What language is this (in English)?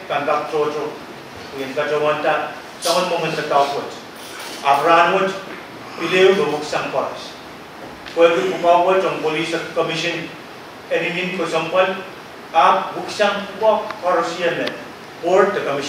Pohnpeian